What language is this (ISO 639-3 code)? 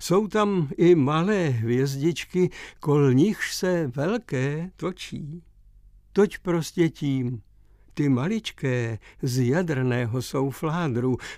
ces